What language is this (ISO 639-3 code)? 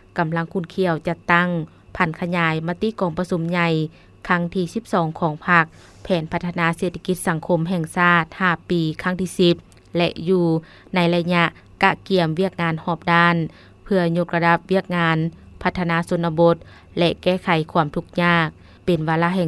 lao